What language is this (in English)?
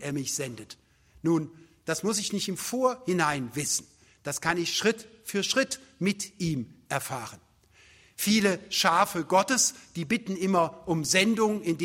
German